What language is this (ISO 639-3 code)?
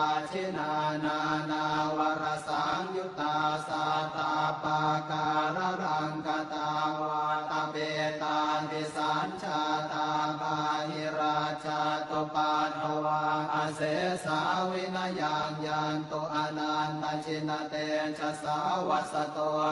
pli